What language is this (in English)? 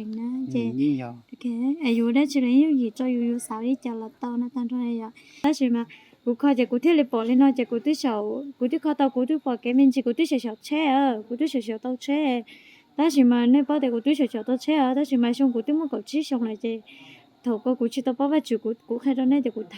Hmong